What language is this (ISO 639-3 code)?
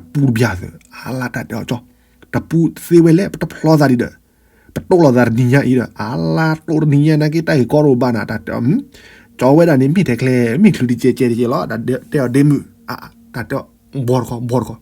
ksw